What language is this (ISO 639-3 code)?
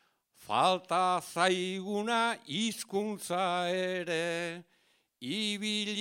eus